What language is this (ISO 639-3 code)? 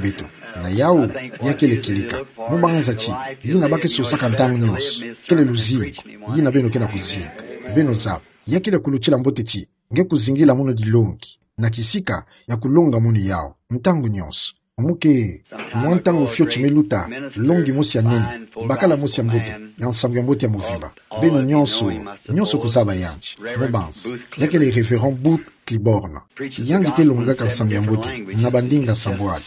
ktu